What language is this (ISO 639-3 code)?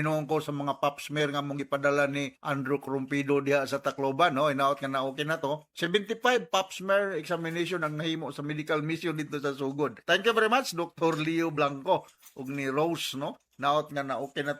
ceb